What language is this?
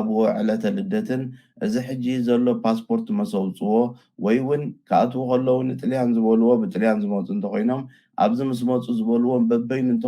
Tigrinya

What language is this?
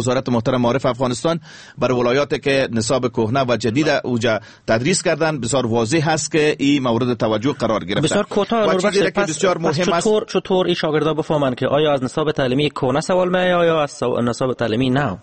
Persian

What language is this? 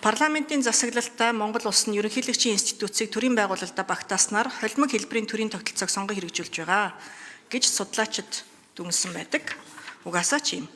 Mongolian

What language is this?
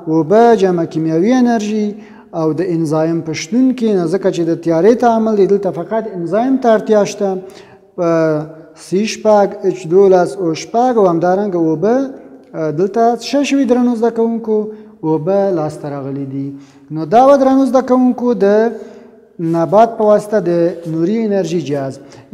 Pashto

